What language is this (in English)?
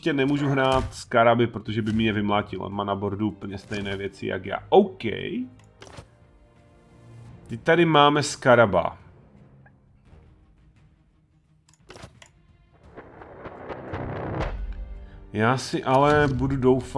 Czech